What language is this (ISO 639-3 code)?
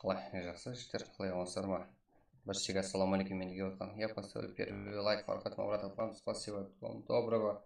kaa